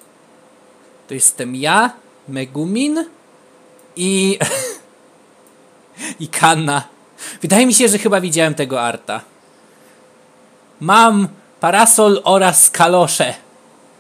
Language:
Polish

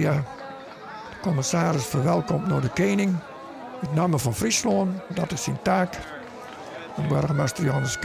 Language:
Western Frisian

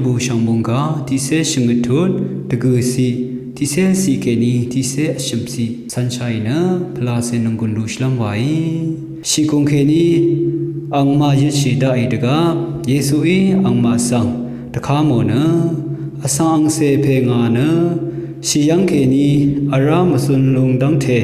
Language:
Rawang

